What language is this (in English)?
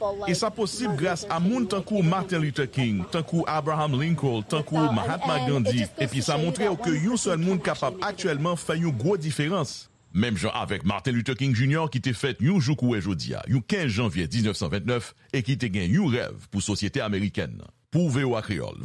Haitian Creole